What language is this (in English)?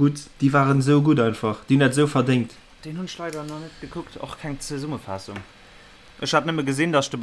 Luxembourgish